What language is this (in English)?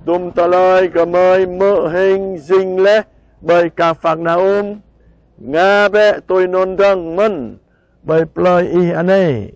Jarai